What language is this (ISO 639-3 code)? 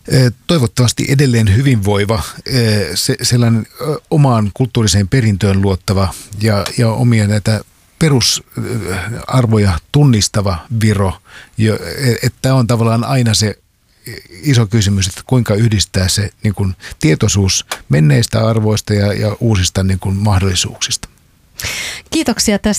fin